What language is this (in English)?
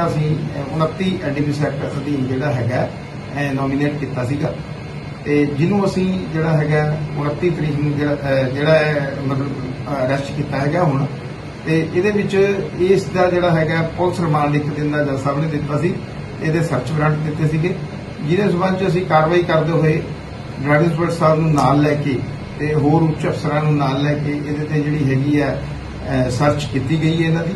Punjabi